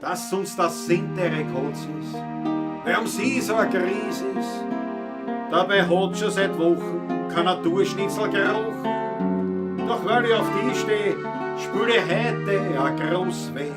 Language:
Bavarian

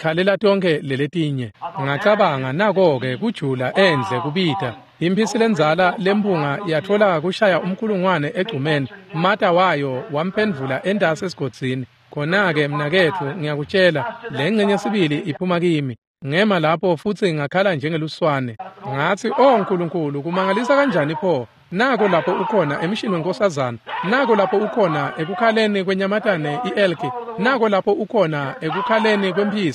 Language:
Swati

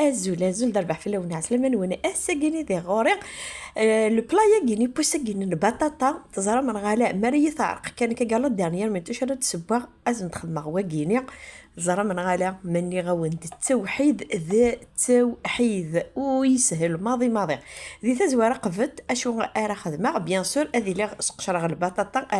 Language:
Kabyle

